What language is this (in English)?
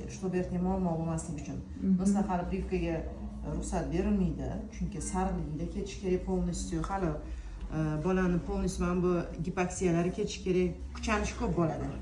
Uzbek